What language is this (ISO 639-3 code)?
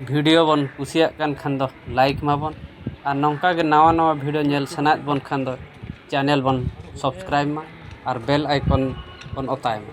sat